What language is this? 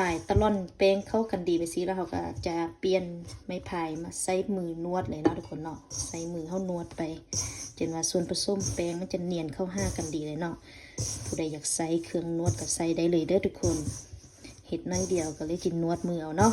Lao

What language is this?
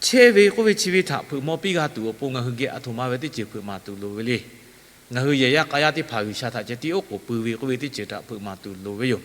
Lahu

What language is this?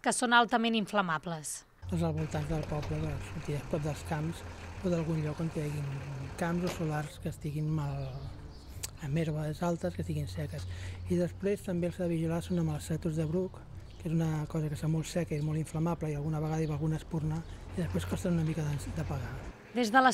Catalan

